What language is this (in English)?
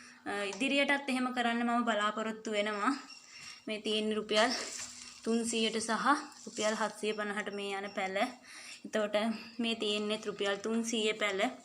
Sinhala